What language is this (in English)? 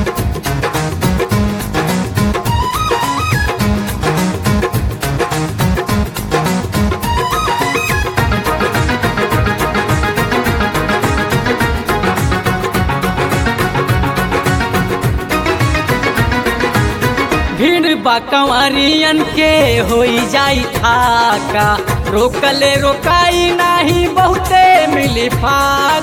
Bhojpuri